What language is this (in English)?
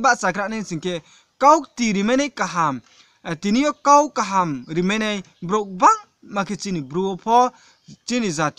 Riang (India)